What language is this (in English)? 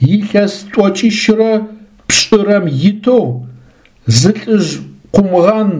Adyghe